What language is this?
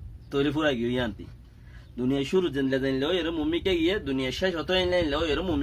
Rohingya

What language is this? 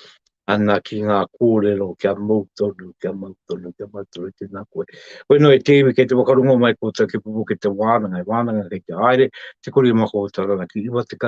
Māori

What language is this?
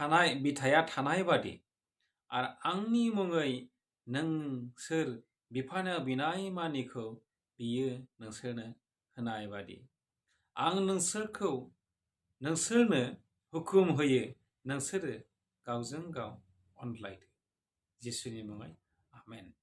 Bodo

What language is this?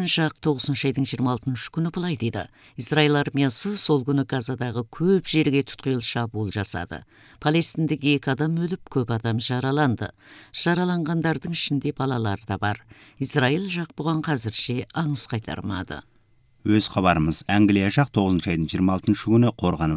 Kazakh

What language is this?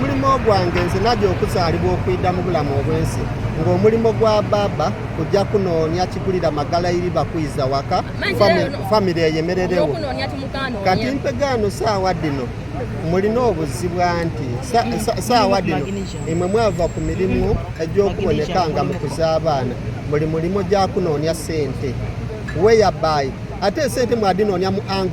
Soga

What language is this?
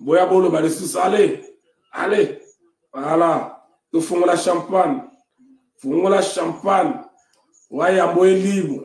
Lingala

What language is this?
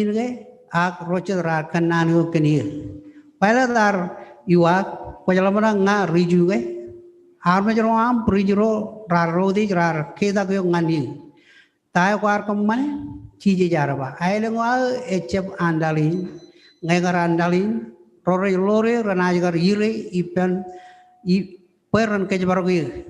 Marshallese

